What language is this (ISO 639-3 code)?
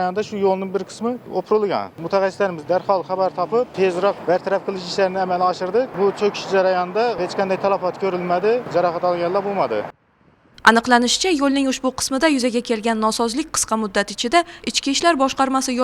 uzb